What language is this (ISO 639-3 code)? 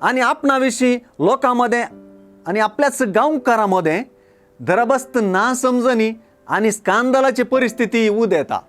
kok